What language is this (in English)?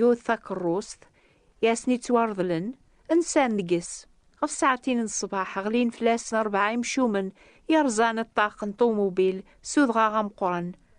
Kabyle